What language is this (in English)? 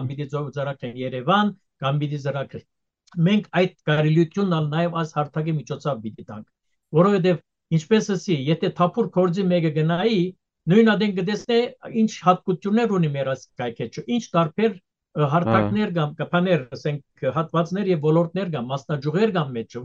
Western Armenian